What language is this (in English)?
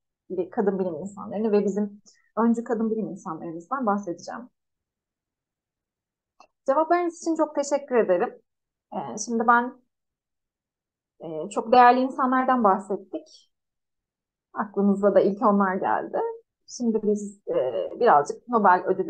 Turkish